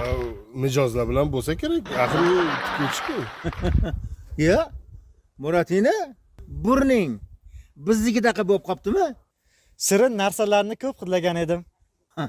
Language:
Uzbek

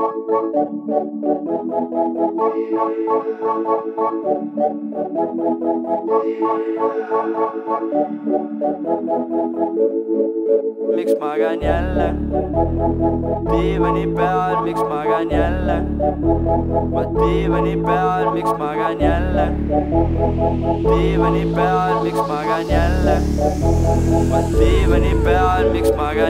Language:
Estonian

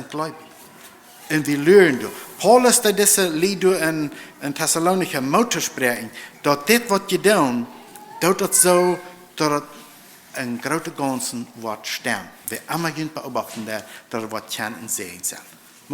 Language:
Plautdietsch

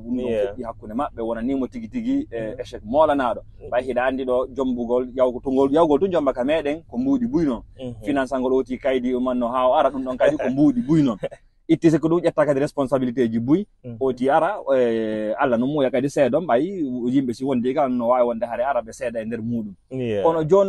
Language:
Fula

